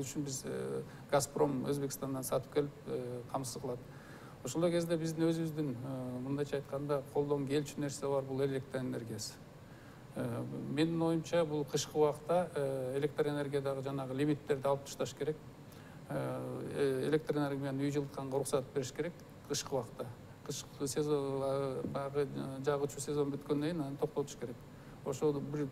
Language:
Kyrgyz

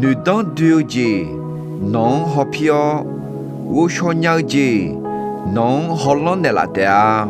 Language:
Akha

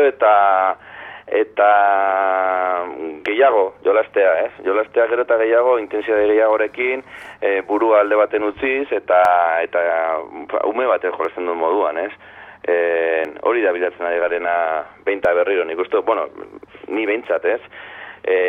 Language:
Basque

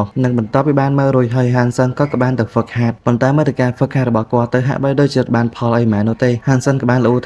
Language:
Khmer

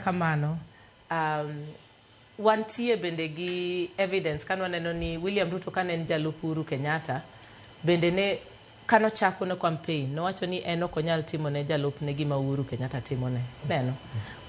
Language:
Luo (Kenya and Tanzania)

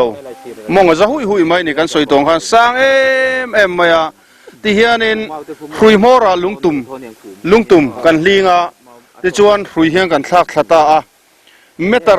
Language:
Mizo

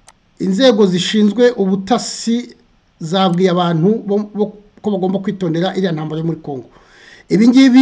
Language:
Kinyarwanda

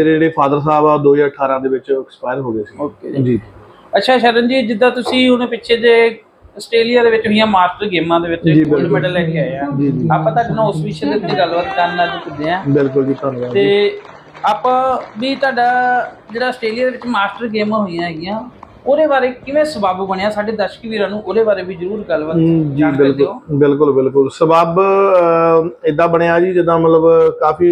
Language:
Punjabi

